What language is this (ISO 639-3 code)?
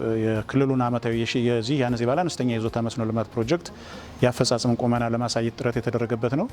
amh